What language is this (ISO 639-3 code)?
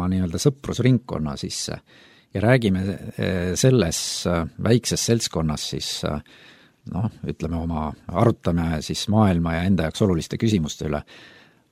est